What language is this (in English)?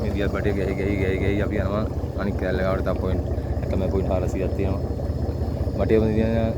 Sinhala